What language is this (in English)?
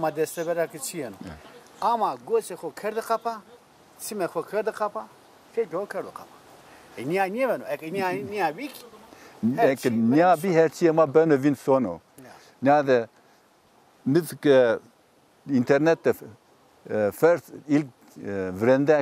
Zaza